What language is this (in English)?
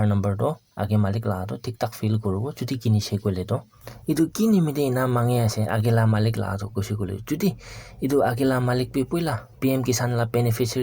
Naga Pidgin